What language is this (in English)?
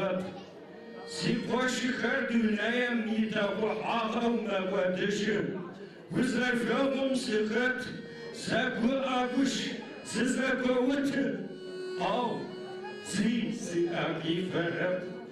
Adyghe